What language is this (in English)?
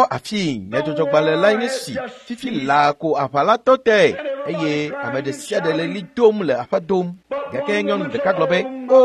Ewe